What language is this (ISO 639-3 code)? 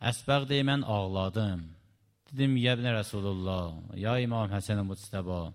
aze